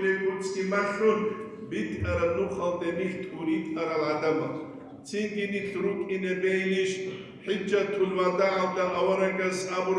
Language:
Avaric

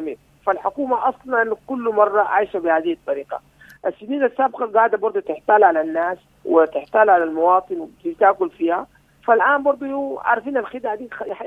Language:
Sudanese Arabic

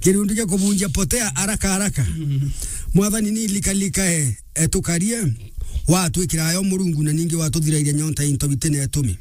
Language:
Meru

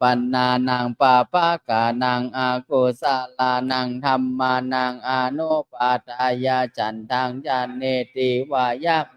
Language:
Pali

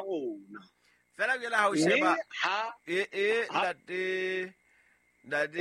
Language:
Southern Sotho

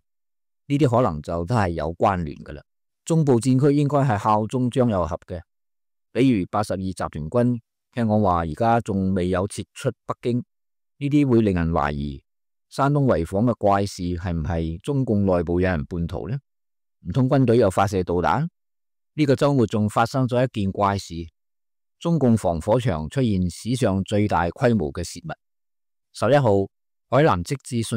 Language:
Cantonese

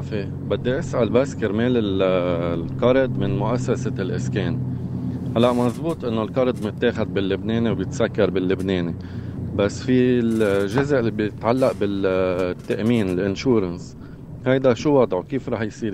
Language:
North Levantine Arabic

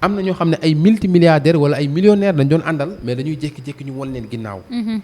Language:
Wolof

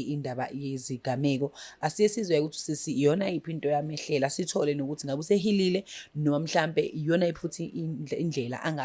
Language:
Zulu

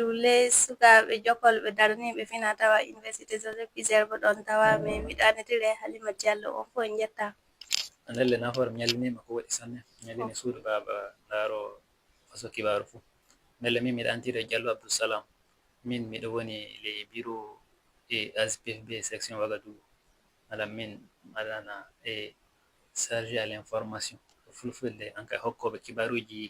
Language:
Fula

